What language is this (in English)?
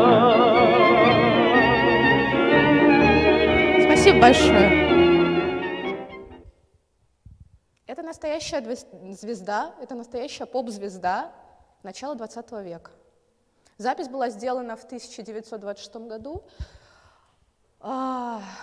Russian